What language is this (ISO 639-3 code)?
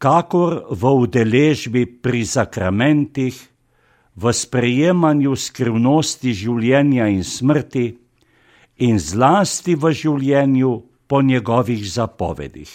slv